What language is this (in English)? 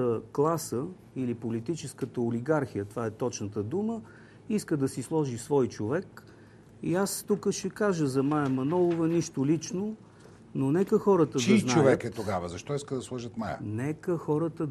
Bulgarian